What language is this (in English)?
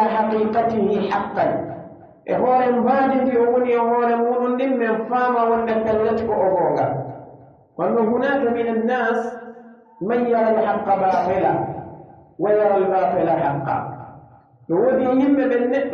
Pular